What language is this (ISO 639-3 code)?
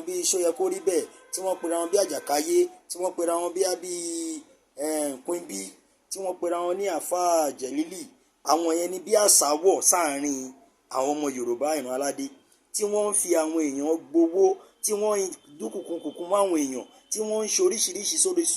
yor